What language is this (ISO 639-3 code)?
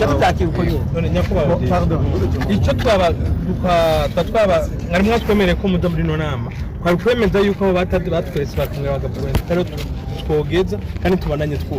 run